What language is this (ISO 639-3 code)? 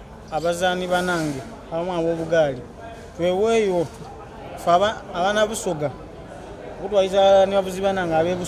xog